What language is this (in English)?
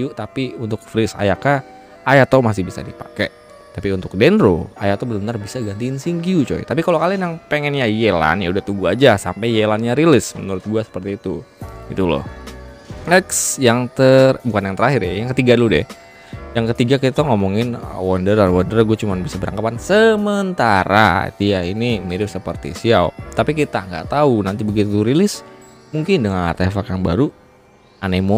Indonesian